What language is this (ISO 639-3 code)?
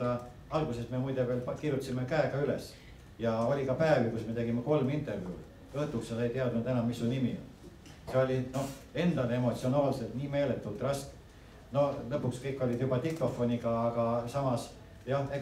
est